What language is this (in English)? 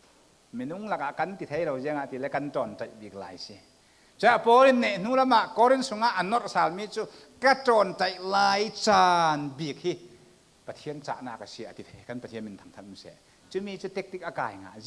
Falam Chin